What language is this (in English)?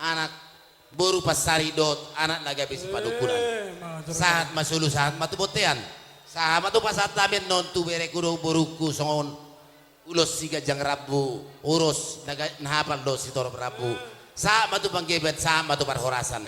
Batak Toba